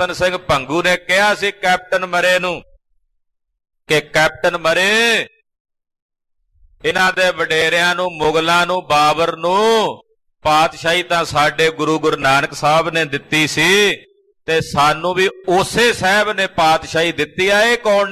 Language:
Punjabi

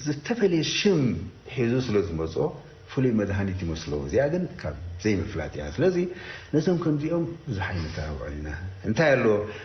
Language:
Tigrinya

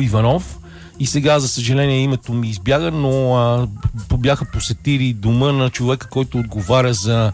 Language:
Bulgarian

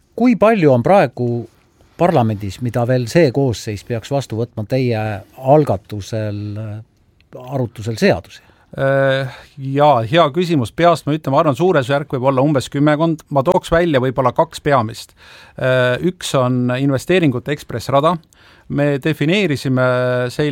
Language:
Estonian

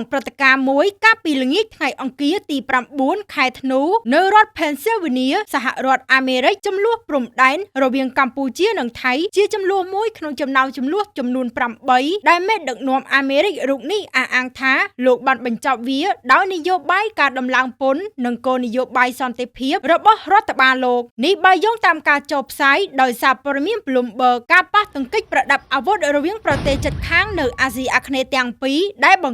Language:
Khmer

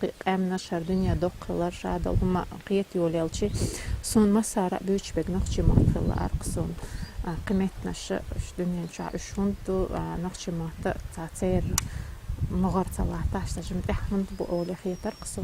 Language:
Chechen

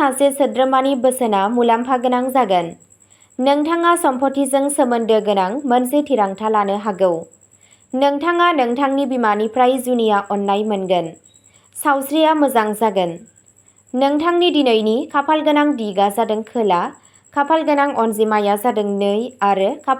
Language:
Bodo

